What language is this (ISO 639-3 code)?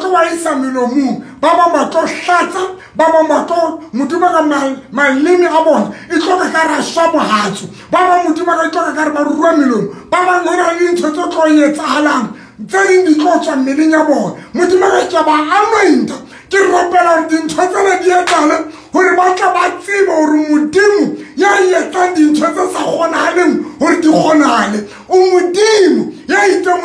sot